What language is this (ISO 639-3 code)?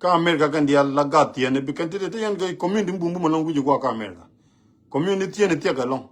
nus